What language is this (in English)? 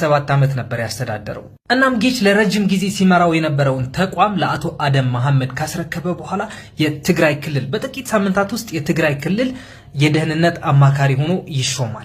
Amharic